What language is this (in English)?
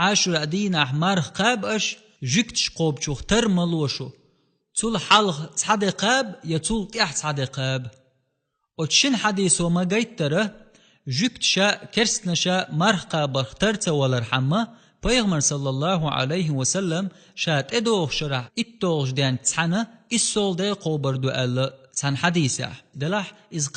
Chechen